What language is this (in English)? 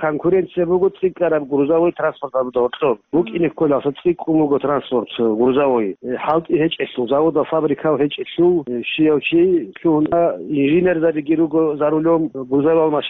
Avaric